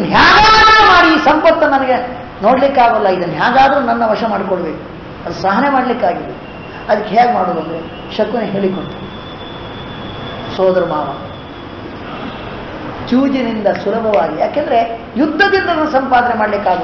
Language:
Kannada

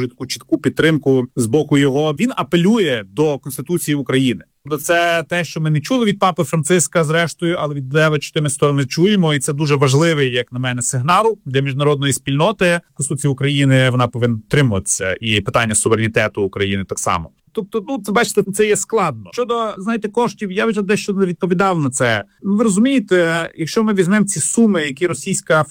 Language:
Ukrainian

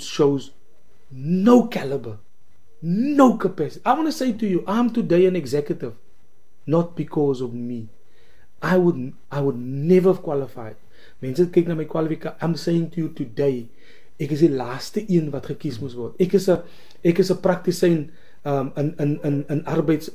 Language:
Afrikaans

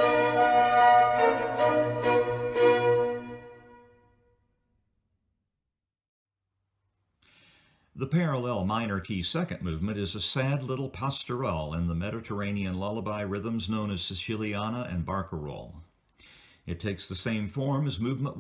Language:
English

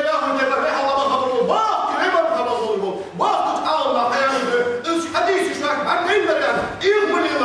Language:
Ingush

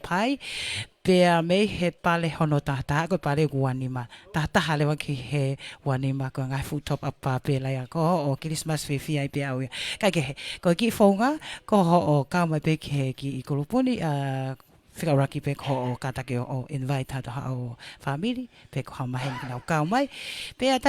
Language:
Tongan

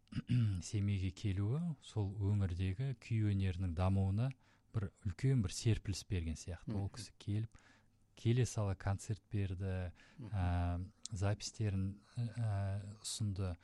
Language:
Kazakh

